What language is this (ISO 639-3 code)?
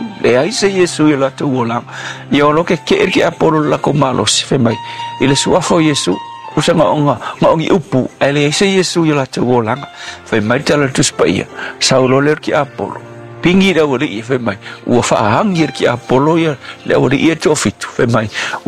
smo